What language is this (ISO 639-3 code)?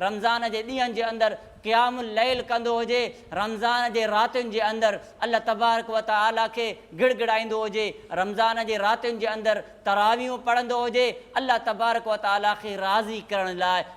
snd